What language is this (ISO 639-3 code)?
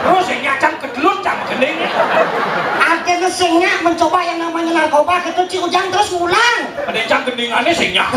ban